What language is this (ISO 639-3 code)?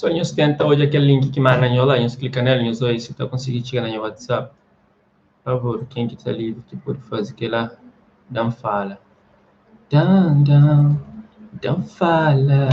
kea